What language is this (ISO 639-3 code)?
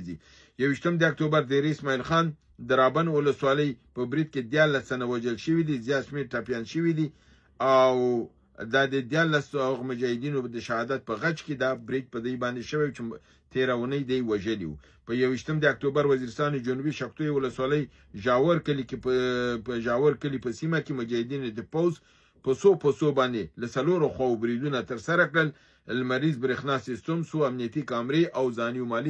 pus